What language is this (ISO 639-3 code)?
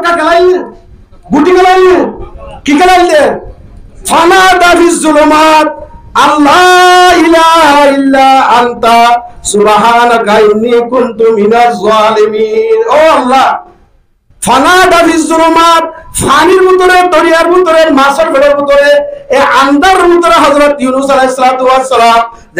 rhg